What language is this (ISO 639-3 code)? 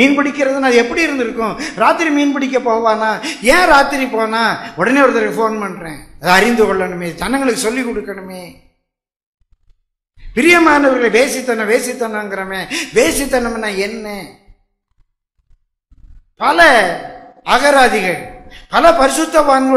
tam